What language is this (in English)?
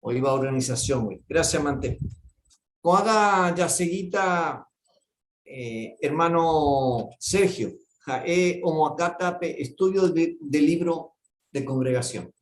Guarani